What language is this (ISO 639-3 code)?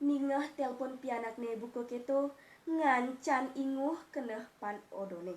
ban